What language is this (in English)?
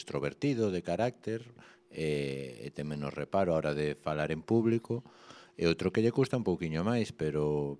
Galician